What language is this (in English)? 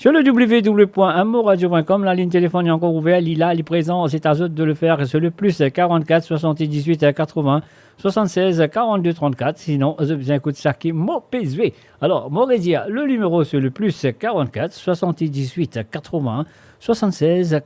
Morisyen